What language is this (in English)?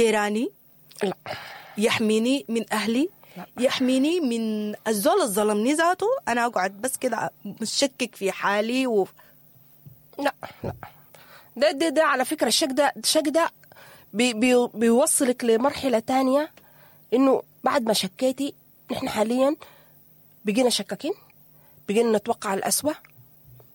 Sudanese Arabic